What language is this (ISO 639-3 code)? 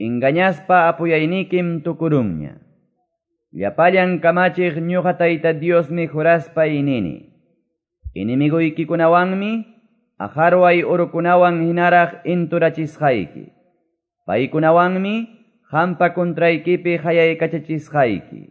que